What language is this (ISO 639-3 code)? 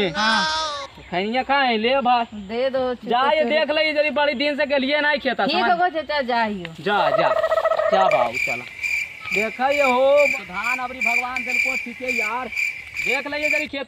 mag